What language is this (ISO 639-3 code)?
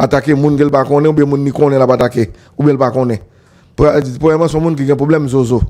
hat